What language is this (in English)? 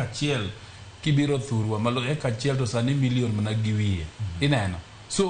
Luo (Kenya and Tanzania)